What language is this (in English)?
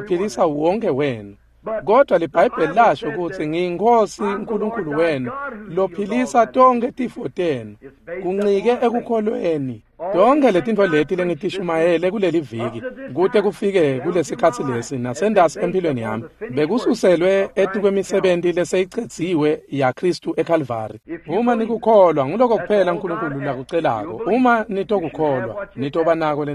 Swati